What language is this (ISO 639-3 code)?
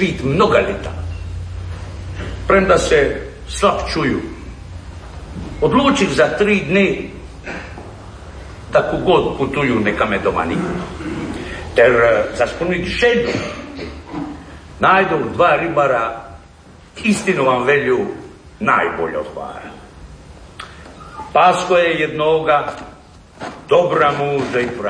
hrv